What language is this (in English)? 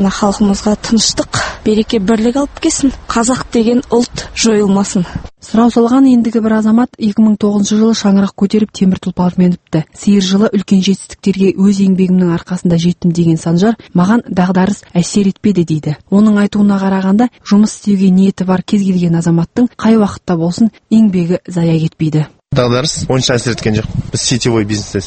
Kazakh